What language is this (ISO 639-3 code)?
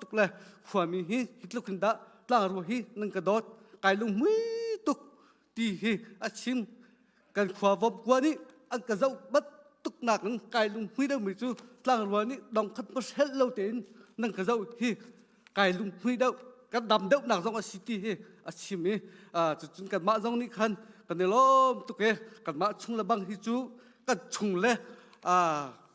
cnh